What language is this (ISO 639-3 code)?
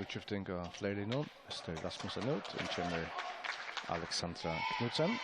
fao